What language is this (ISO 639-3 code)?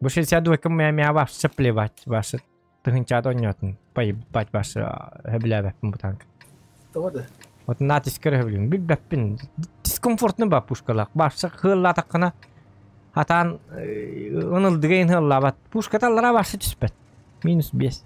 sah